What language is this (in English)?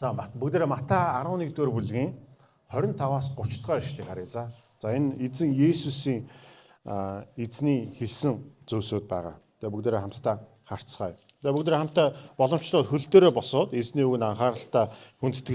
Mongolian